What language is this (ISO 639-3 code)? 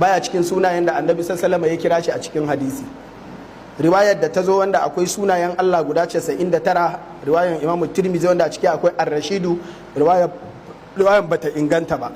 hau